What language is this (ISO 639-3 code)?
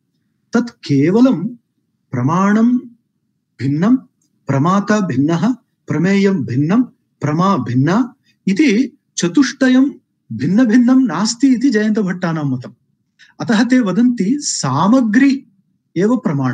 san